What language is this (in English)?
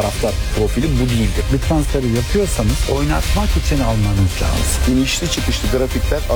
Turkish